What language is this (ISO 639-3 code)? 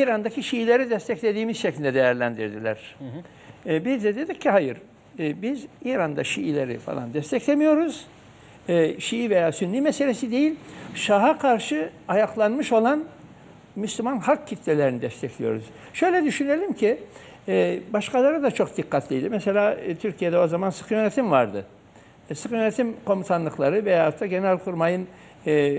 tur